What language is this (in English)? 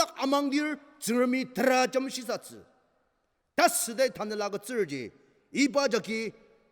Ao Naga